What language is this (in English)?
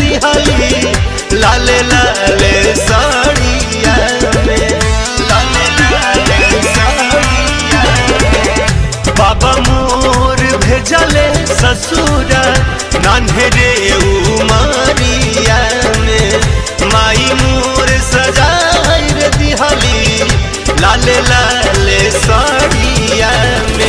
Bhojpuri